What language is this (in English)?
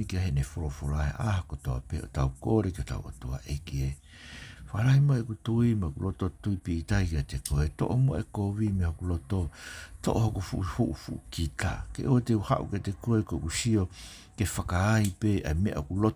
Tongan